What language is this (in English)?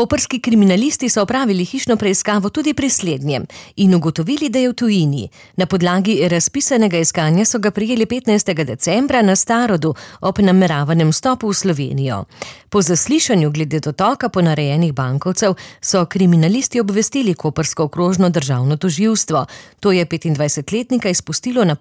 Slovenian